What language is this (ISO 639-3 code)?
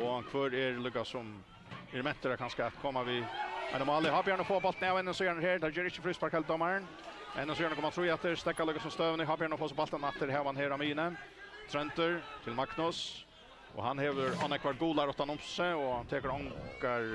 fao